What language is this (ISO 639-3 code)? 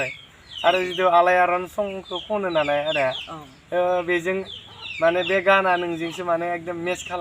brx